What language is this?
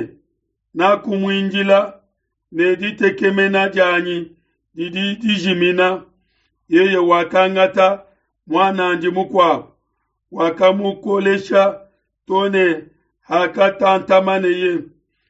Luba-Lulua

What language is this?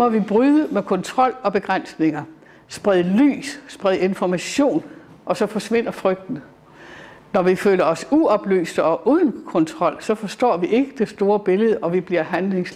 Danish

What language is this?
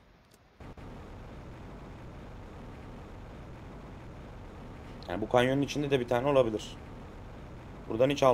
Turkish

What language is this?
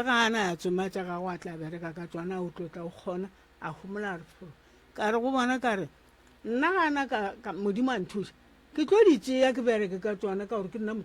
Northern Sotho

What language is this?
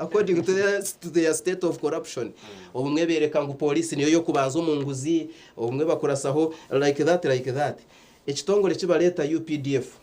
Nyankole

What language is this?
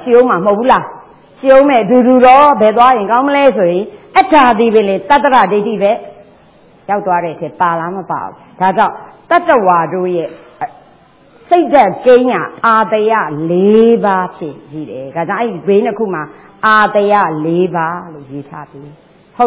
Burmese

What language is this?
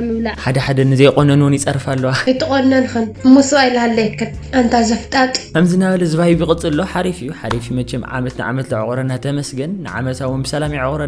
Tigrinya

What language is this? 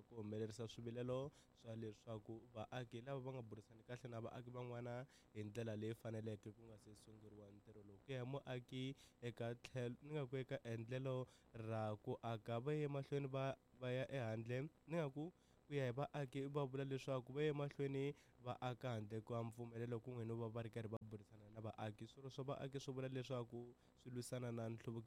Tsonga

